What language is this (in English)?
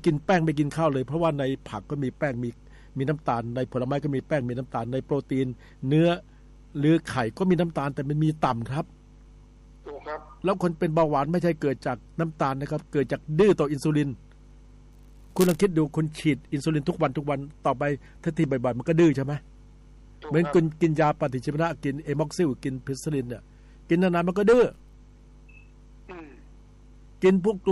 Thai